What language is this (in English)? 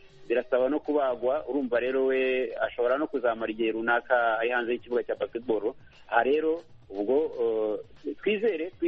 Kinyarwanda